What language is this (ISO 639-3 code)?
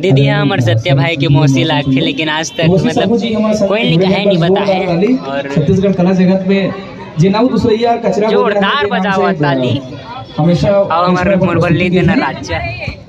hne